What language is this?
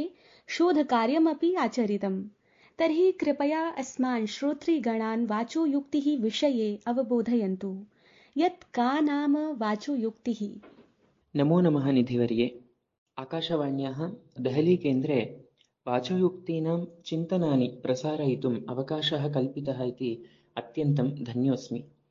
Sanskrit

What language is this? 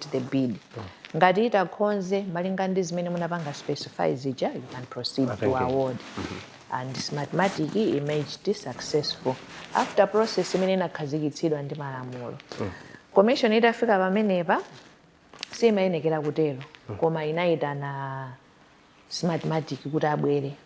Nyanja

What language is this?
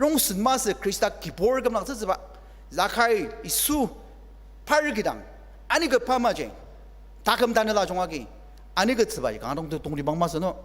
Ao Naga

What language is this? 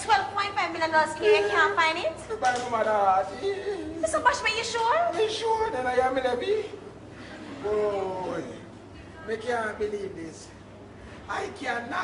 Jamaican Creole English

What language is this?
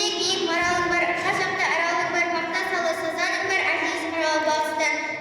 Kara-Kalpak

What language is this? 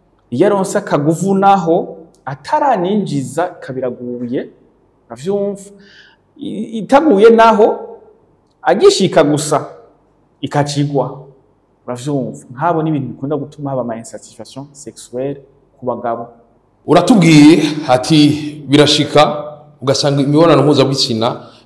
Rundi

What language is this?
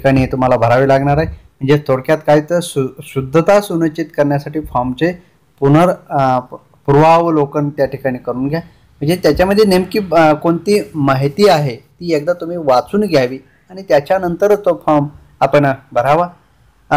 Marathi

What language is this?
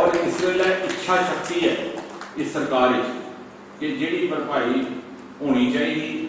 Dogri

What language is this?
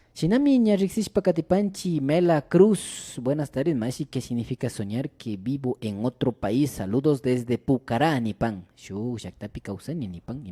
Imbabura Highland Quichua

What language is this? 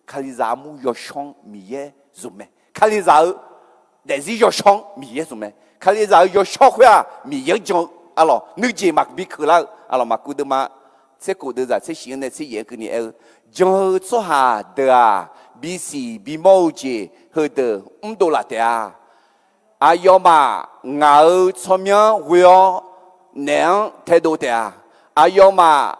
Akha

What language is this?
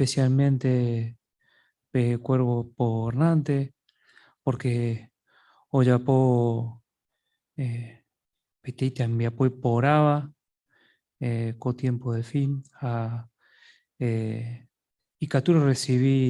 Guarani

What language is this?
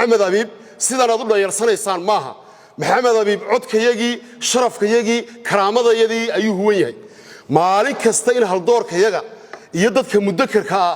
Somali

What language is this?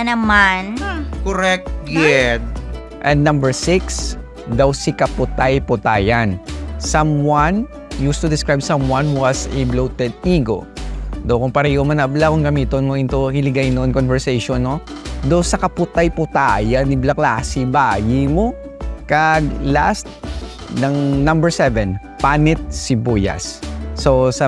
Hiligaynon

